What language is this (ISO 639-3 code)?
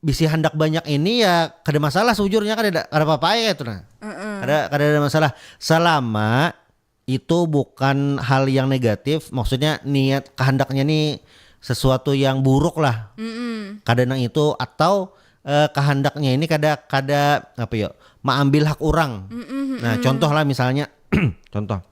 bjn